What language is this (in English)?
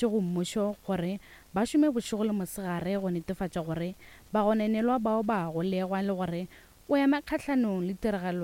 Northern Sotho